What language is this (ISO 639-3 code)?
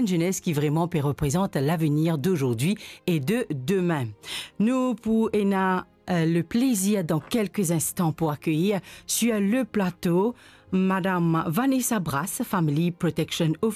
mfe